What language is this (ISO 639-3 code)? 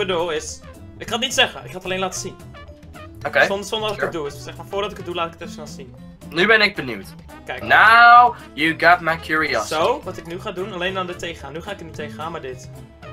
nld